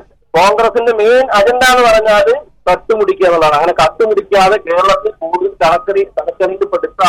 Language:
Malayalam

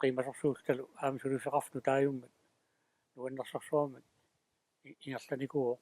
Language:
Kalaallisut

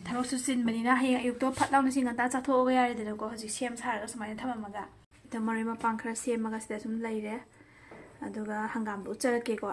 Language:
Manipuri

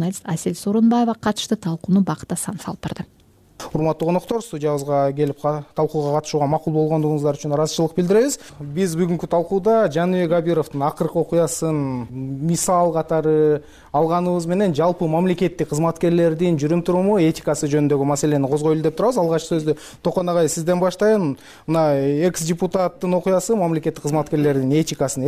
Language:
Kyrgyz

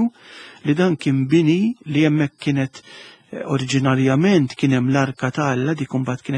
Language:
Maltese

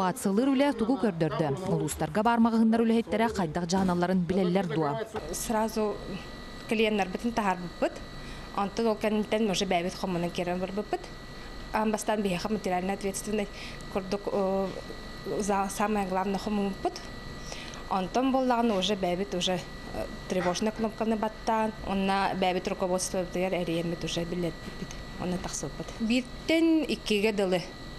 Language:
Yakut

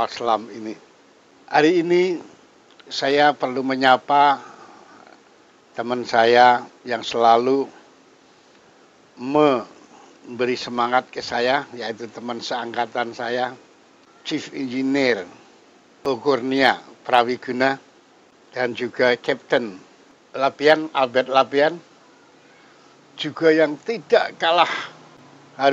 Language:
Indonesian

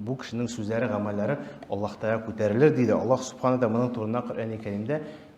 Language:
Tatar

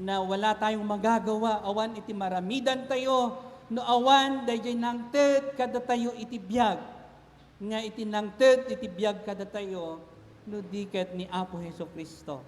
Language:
Iloko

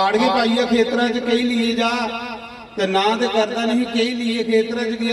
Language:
Dogri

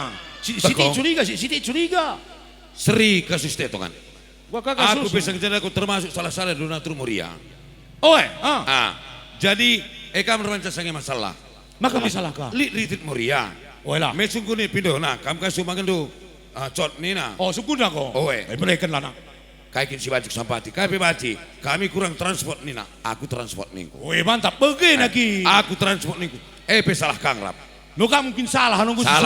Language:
Batak Karo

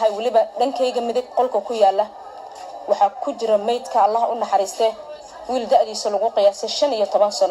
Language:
Somali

